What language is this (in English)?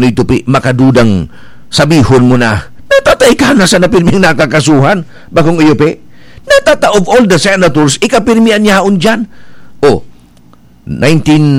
Bikol